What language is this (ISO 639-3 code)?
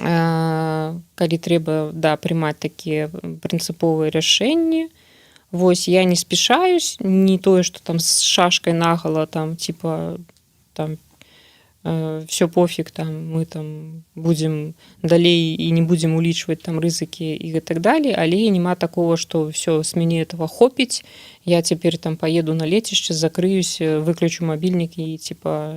bel